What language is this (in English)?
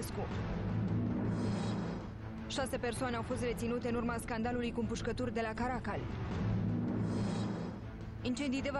Romanian